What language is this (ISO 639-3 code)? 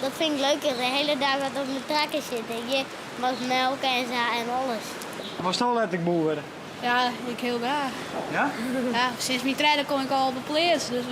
fry